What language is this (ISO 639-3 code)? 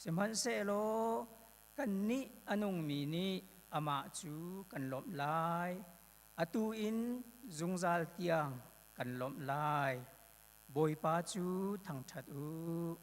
cnh